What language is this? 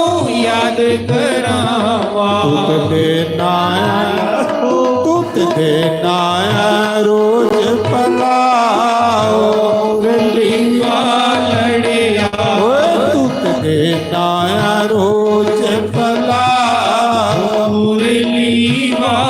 Dogri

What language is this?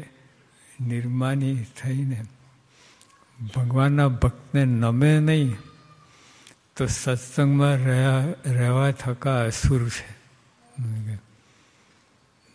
Gujarati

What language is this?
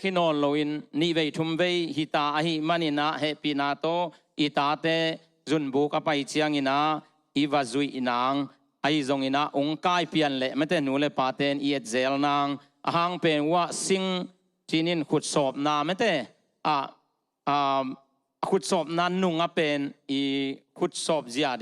Tedim Chin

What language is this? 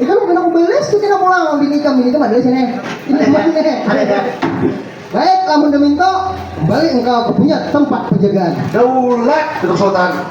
Banjar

